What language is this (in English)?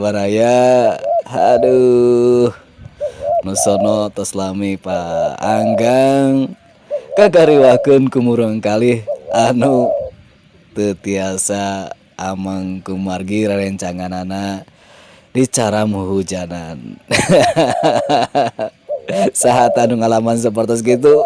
Sundanese